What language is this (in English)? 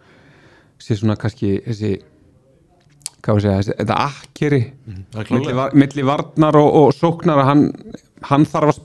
Icelandic